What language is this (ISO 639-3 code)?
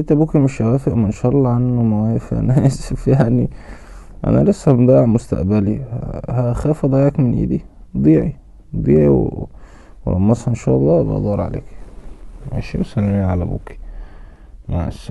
arz